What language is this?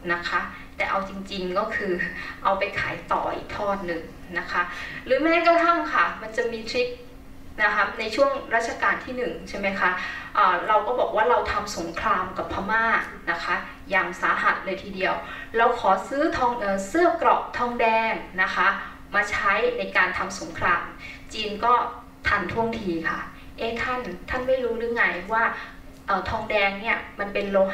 Thai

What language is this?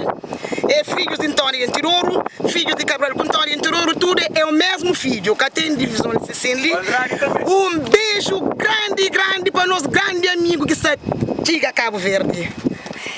Kabuverdianu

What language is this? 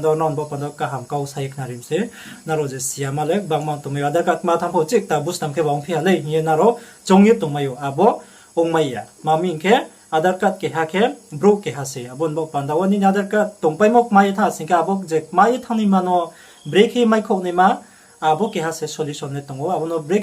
Riang (India)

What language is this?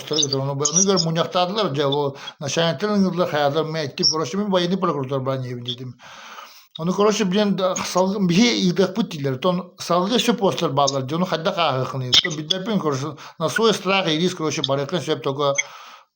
Yakut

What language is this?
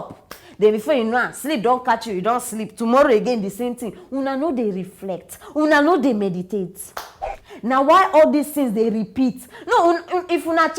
Nigerian Pidgin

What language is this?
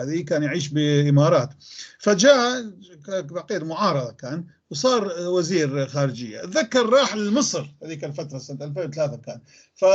North Levantine Arabic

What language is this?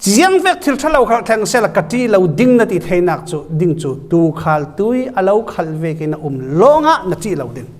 Falam Chin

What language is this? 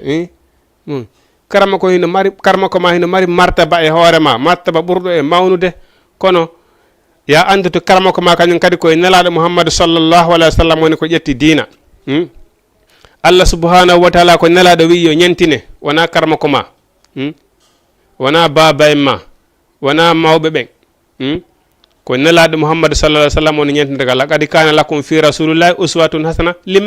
Fula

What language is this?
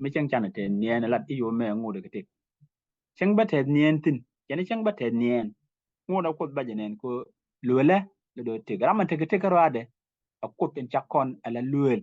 Nuer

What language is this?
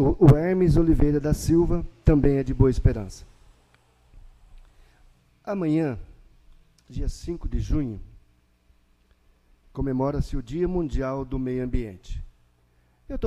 Portuguese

